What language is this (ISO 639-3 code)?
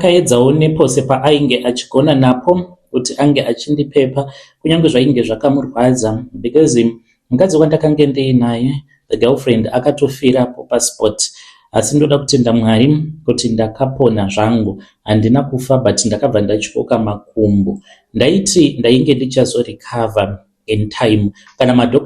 sna